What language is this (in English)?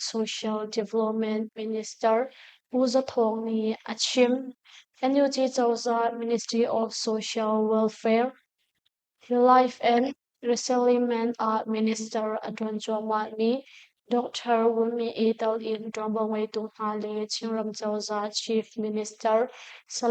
Hakha Chin